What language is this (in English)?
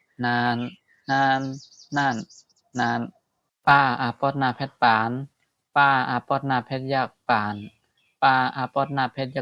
Shan